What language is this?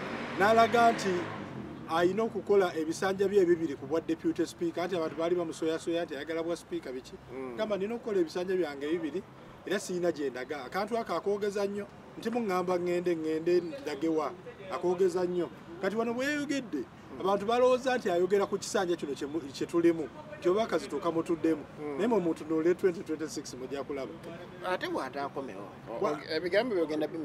Ganda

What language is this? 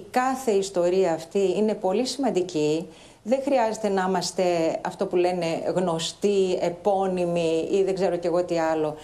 Greek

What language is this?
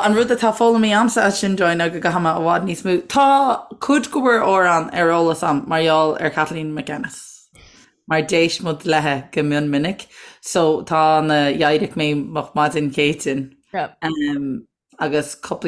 Irish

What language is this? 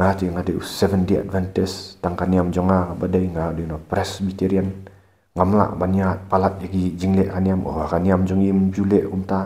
Khasi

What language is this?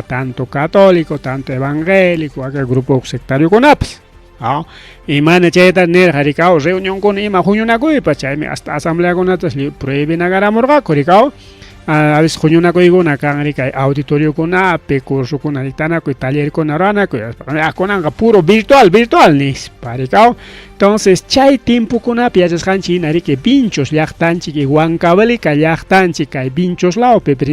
Ayacucho Quechua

